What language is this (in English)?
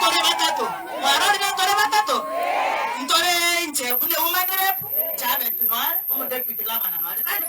Gusii